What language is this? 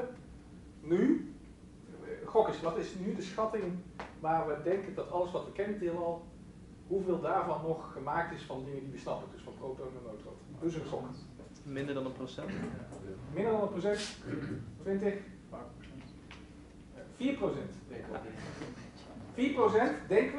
Dutch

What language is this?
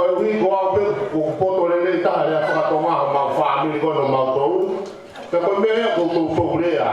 Tongan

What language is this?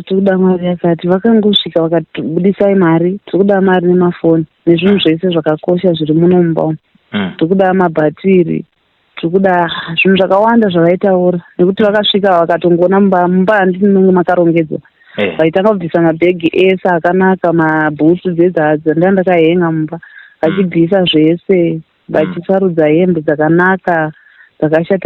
Shona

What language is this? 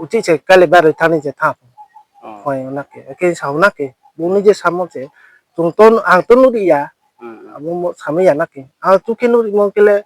Riang (India)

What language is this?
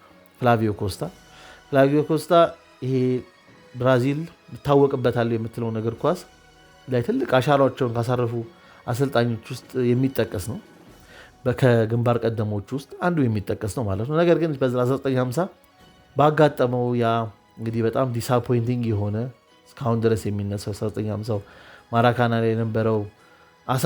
Amharic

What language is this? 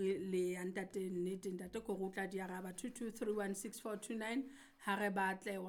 Southern Sotho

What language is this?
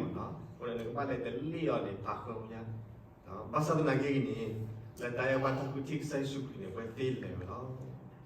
S'gaw Karen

